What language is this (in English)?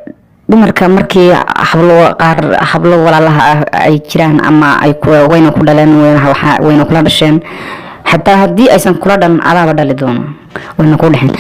Somali